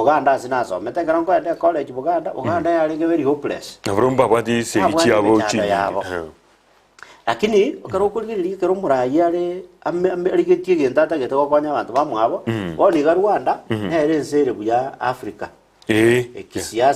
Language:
Gusii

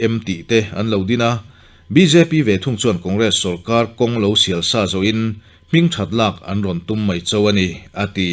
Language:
Mizo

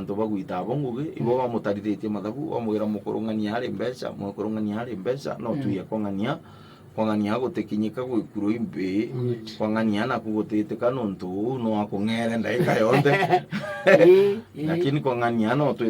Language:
Meru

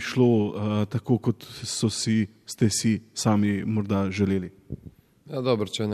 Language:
Slovenian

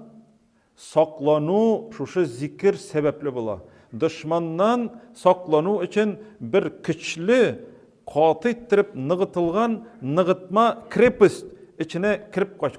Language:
Tatar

